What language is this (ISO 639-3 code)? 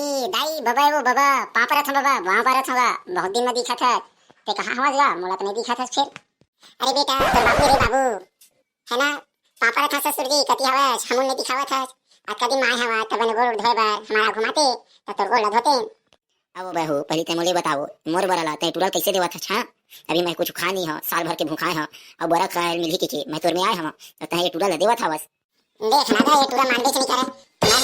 hne